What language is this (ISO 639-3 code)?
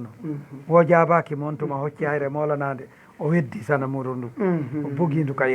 ful